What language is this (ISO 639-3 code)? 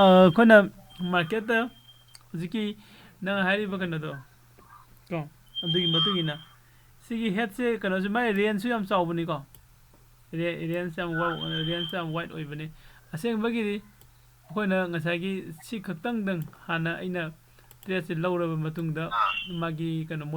mni